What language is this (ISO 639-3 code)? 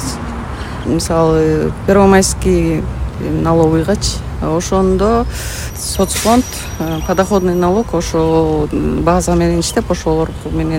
kir